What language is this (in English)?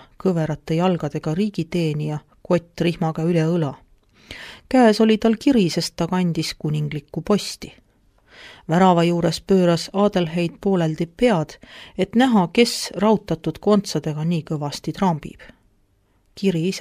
Estonian